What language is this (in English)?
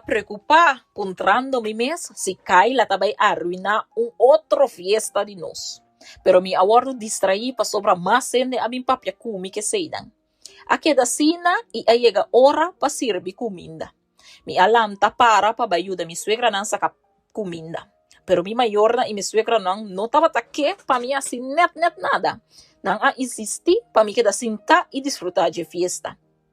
Papiamento